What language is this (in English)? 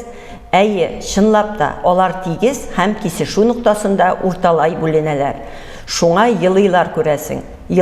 Tatar